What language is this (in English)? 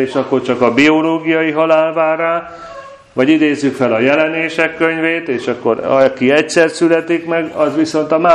Hungarian